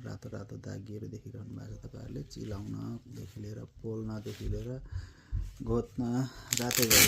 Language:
Nepali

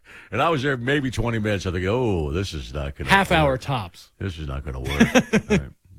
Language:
English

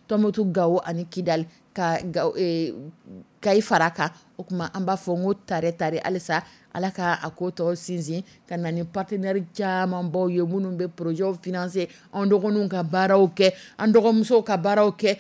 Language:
Dyula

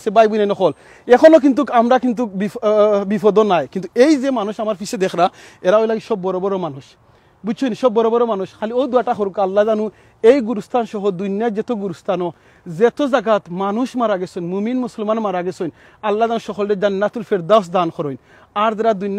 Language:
Sylheti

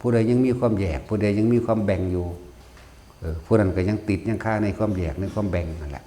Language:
Northeastern Thai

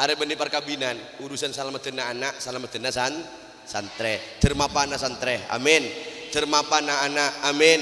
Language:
Madurese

